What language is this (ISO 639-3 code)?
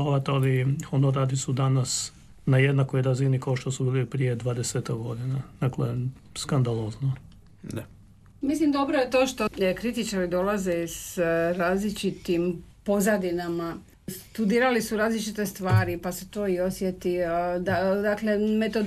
hrv